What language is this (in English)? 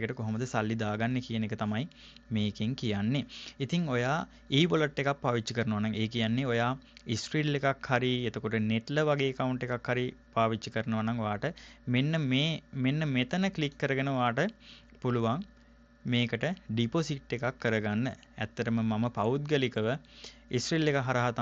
Sinhala